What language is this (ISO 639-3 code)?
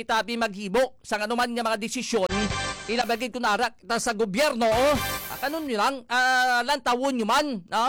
hil